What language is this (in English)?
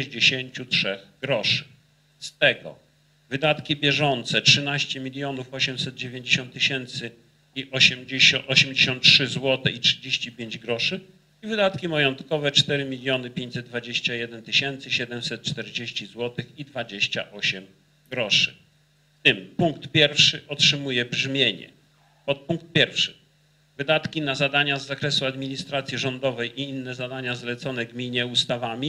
Polish